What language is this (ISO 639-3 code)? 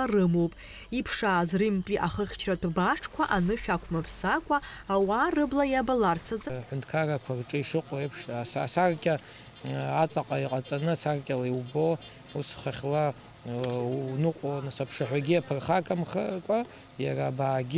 abk